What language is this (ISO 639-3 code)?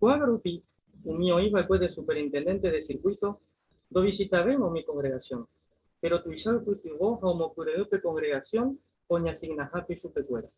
grn